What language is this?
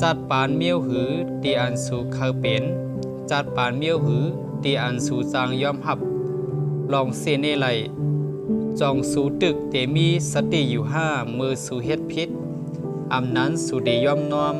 Shan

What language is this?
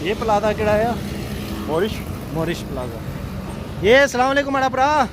Pahari-Potwari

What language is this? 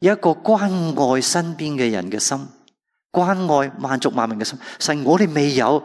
Cantonese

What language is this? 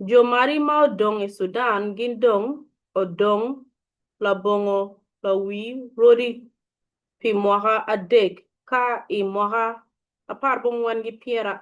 Acoli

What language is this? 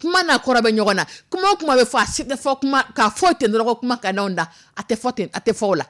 Dyula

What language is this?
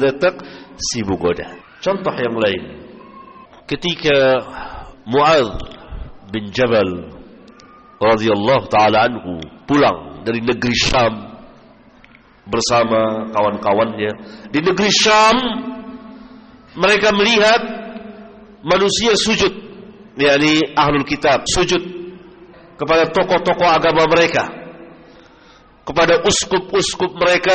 Indonesian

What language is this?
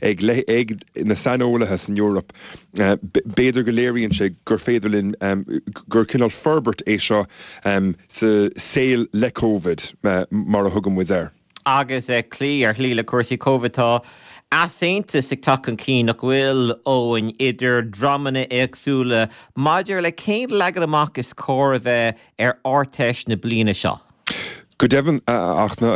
Irish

